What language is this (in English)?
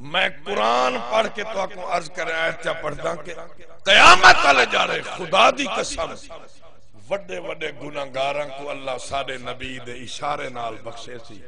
Saraiki